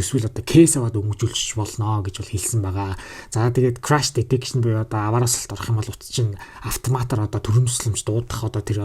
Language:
Mongolian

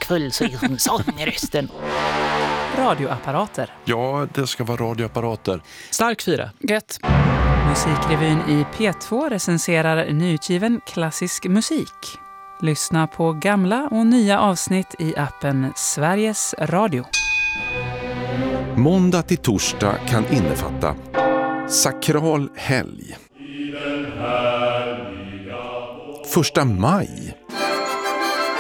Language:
Swedish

